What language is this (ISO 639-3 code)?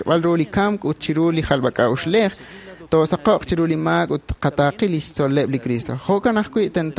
kek